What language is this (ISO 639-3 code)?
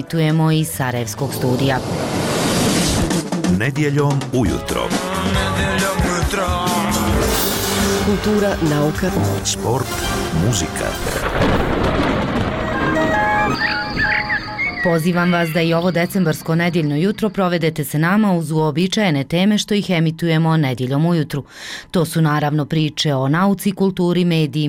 bos